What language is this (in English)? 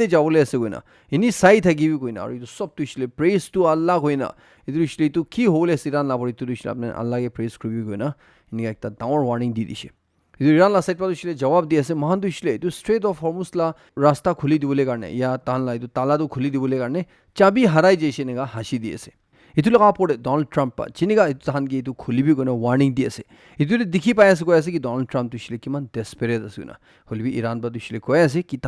Naga Pidgin